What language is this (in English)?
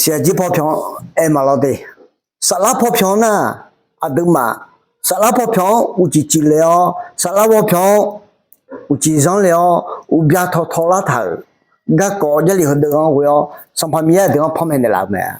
Akha